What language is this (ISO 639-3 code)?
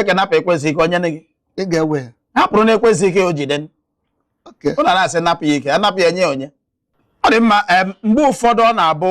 ibo